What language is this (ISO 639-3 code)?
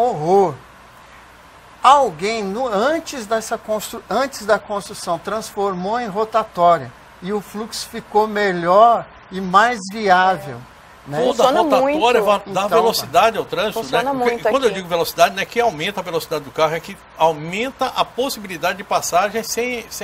por